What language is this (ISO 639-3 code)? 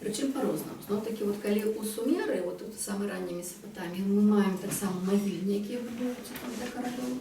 bel